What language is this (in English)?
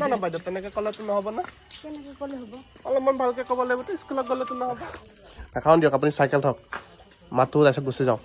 Assamese